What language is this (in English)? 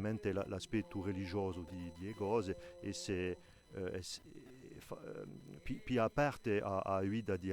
Corsican